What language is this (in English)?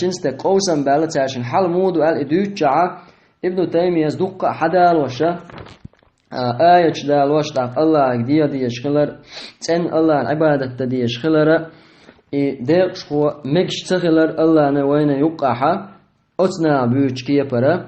Chechen